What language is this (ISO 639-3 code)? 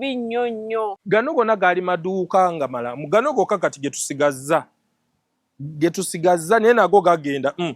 lug